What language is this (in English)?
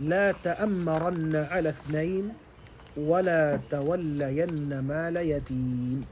Tausug